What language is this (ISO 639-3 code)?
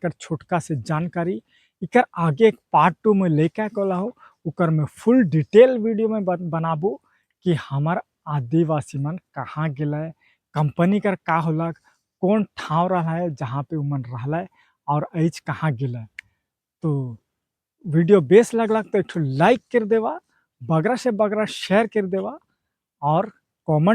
sck